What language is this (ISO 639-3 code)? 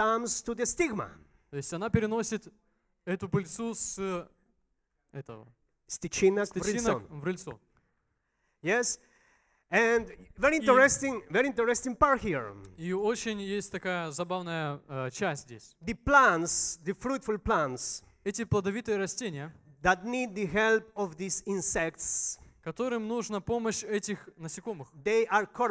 rus